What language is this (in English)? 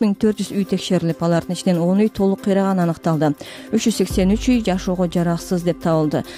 Kyrgyz